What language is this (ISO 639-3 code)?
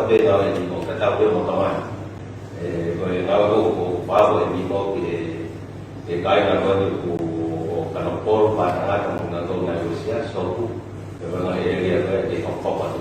ton